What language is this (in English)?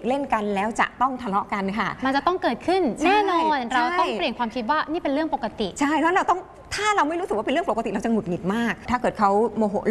Thai